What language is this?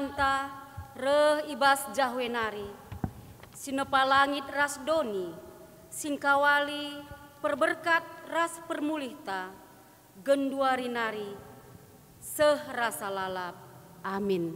Batak Karo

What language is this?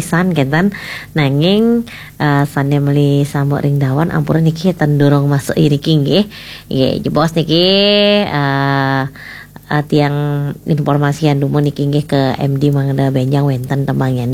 Balinese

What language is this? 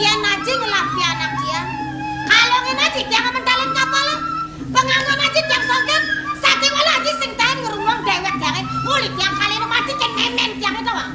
Balinese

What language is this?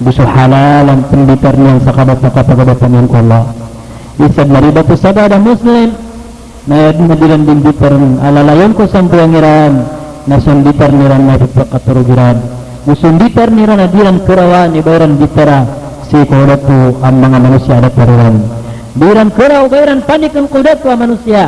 Maranao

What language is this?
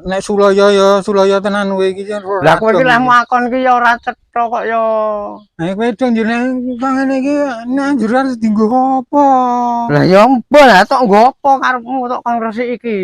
Javanese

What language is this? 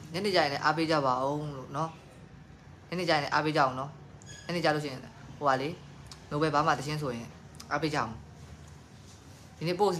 Burmese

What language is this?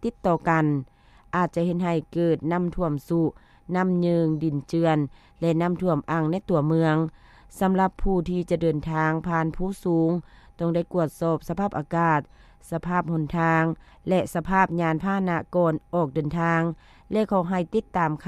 Lao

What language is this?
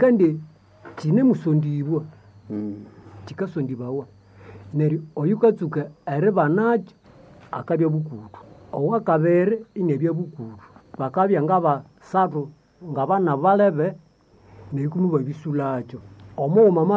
Nande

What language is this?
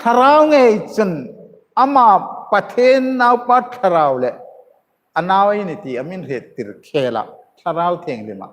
Hmar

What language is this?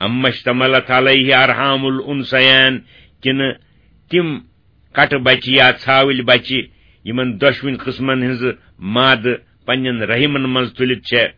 Kashmiri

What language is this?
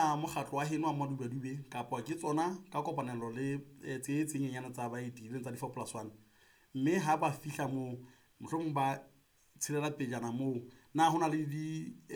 Southern Sotho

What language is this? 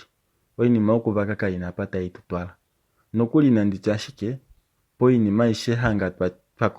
Kuanyama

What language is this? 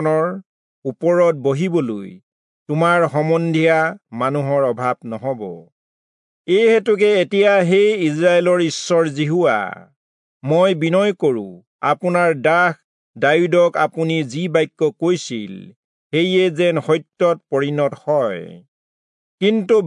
Assamese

